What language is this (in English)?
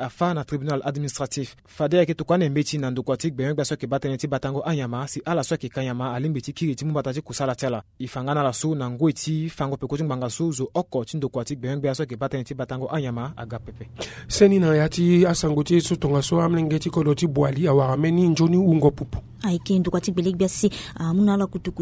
Sango